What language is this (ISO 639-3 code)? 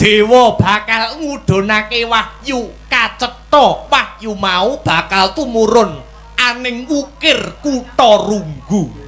jav